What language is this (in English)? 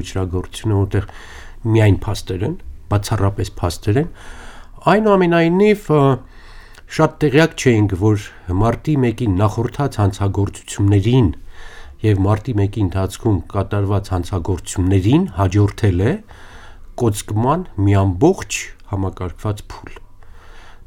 Armenian